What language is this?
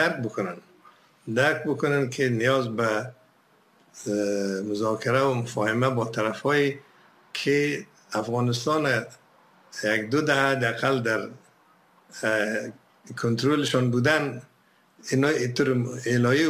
Persian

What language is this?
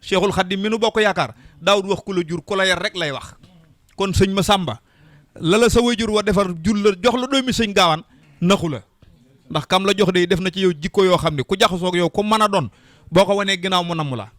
Wolof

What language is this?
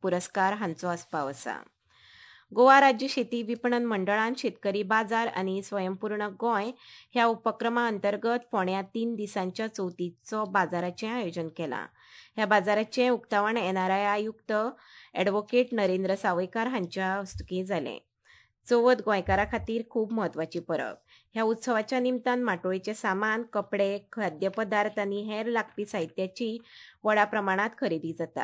Konkani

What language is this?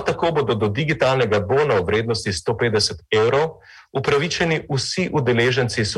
Slovenian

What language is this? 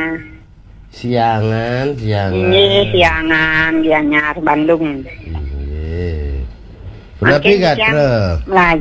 Balinese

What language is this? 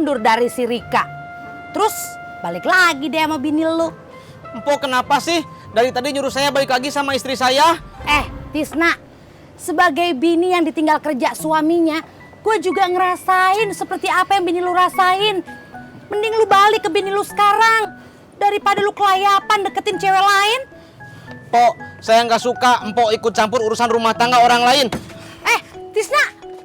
Betawi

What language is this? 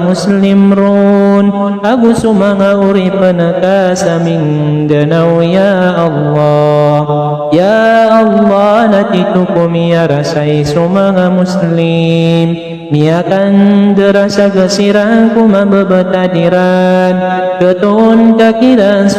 Maranao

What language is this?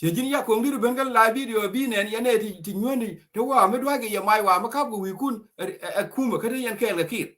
Nuer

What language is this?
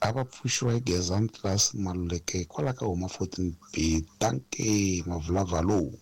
Tsonga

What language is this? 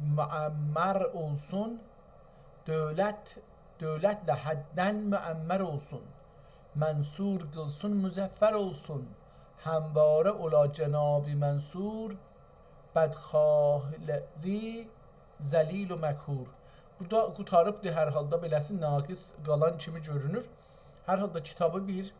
South Azerbaijani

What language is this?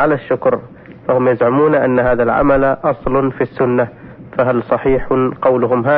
Arabic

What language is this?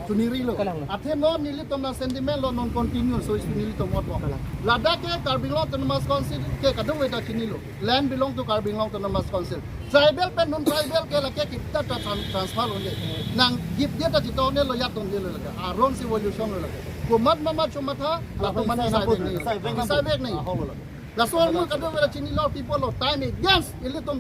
Karbi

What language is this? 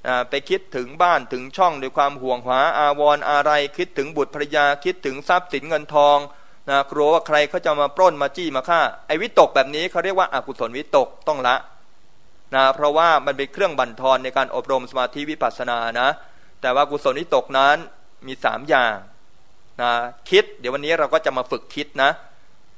Thai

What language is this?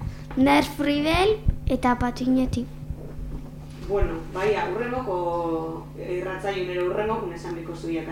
Basque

